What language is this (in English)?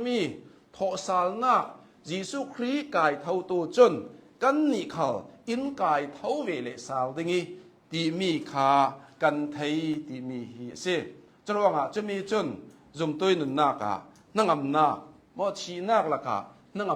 Hakha Chin